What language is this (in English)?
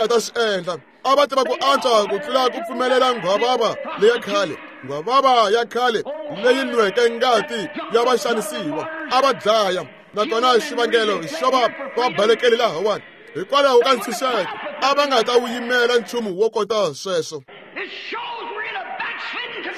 Tsonga